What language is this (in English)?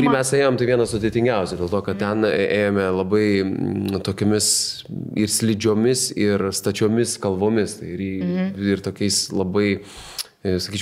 Lithuanian